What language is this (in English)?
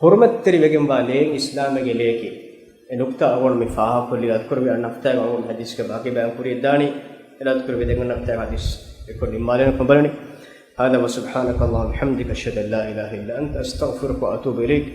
Divehi